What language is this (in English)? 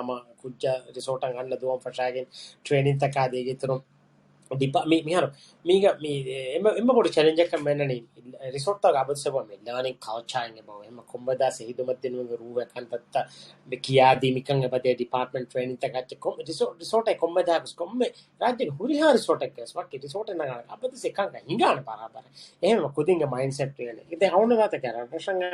Divehi